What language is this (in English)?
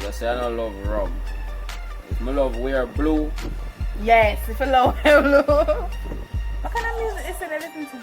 Jamaican Creole English